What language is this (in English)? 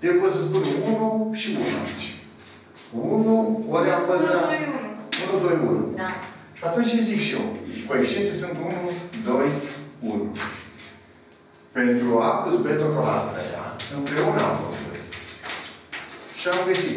Romanian